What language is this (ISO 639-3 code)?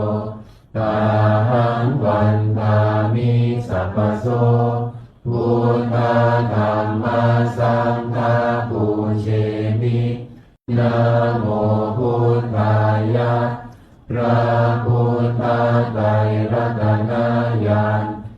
pli